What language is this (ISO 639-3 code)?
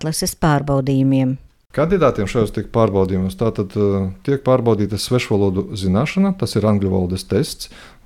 lav